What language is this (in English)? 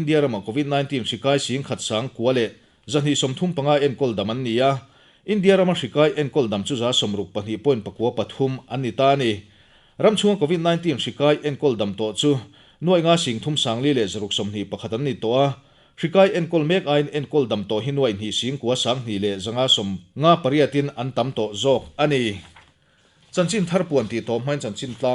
Mizo